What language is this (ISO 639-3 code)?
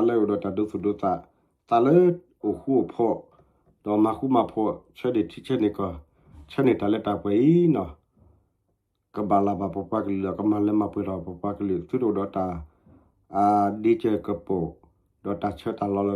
ksw